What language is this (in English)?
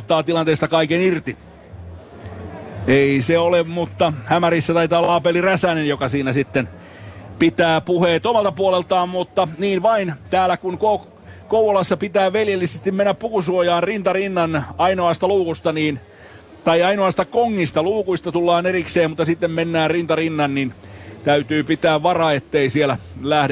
Finnish